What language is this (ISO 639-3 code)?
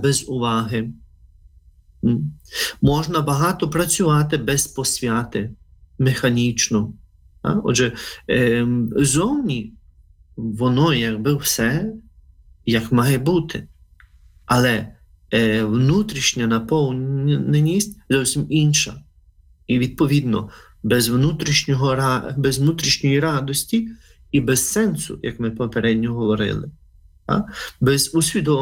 ukr